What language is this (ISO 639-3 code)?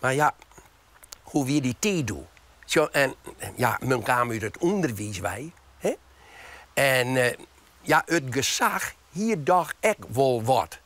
fry